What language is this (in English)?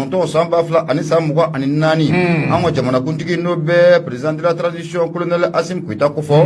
Bambara